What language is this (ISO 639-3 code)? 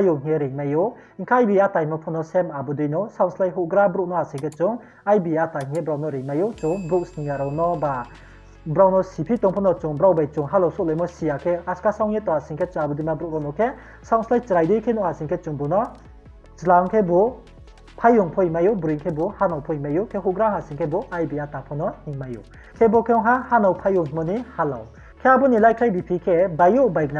ria